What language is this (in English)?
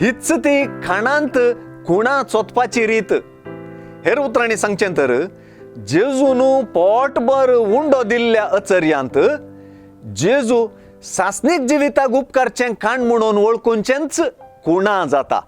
Konkani